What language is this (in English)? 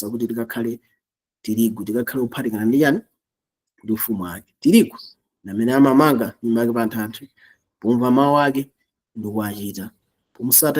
Nyanja